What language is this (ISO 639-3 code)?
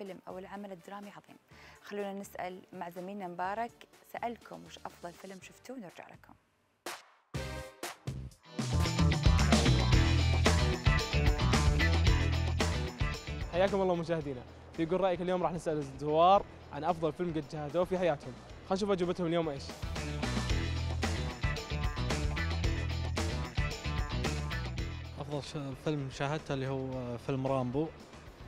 ara